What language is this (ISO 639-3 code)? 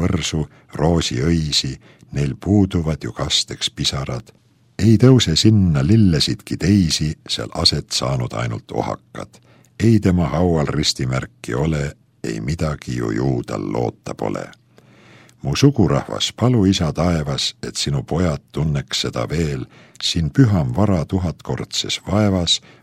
est